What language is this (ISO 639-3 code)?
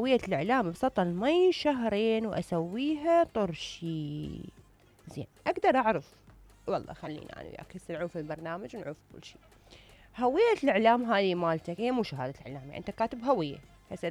acm